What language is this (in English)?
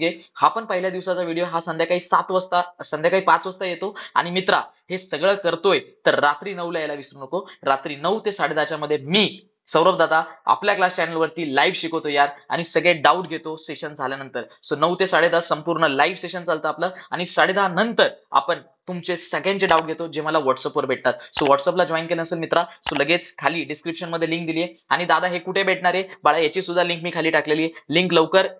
Marathi